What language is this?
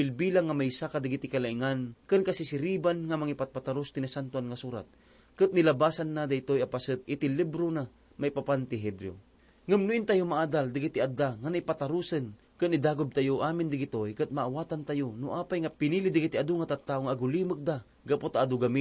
Iloko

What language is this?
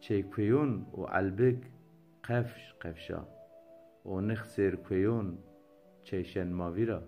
Zaza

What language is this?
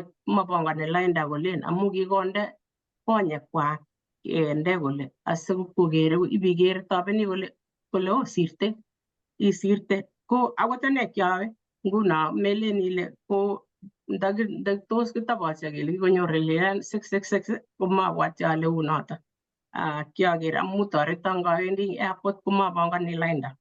Kalenjin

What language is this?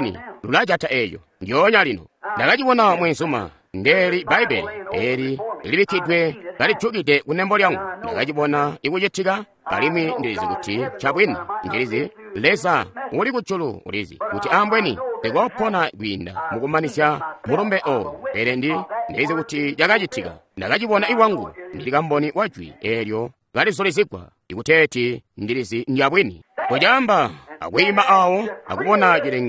Tonga (Zambia)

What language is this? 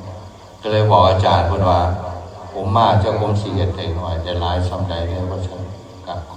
Northeastern Thai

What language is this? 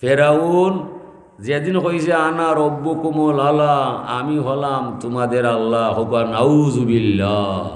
Sylheti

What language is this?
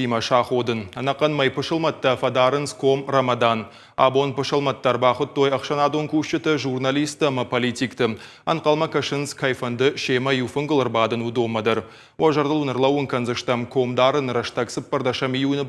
Ossetic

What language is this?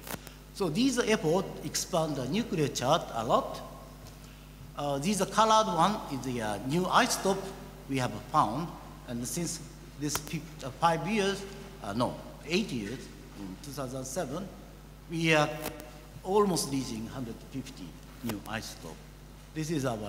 English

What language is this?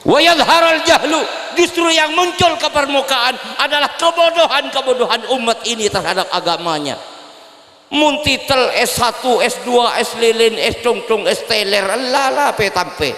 Madurese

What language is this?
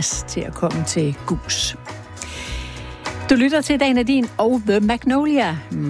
Danish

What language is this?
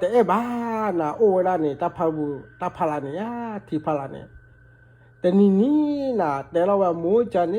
S'gaw Karen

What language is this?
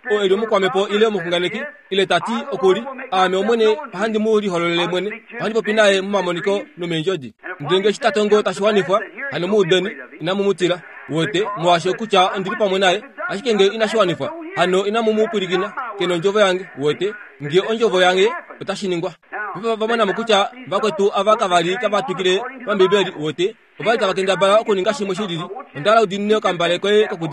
Kuanyama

